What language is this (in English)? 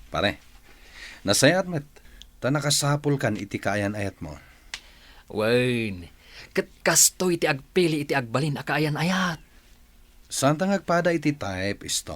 Iloko